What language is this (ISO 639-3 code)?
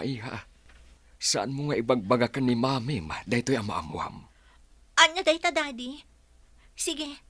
ilo